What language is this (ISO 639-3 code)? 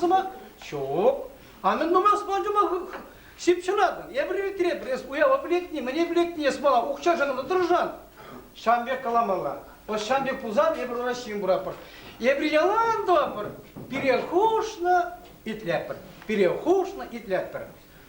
chv